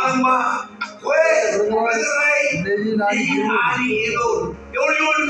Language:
Marshallese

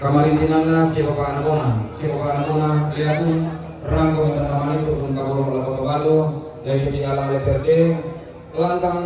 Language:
Toraja-Sa'dan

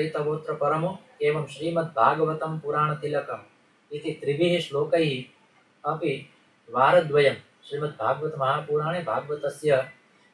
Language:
Sanskrit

